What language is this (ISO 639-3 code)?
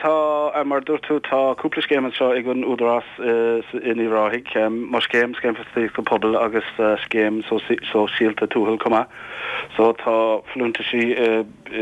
gle